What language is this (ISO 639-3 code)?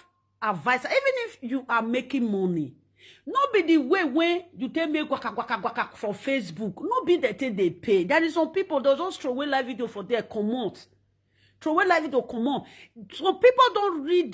pcm